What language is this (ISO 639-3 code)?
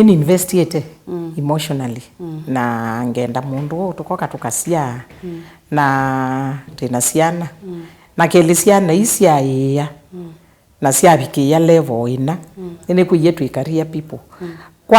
kam